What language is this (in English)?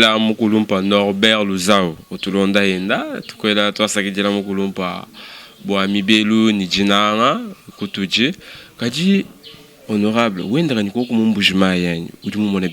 Luba-Lulua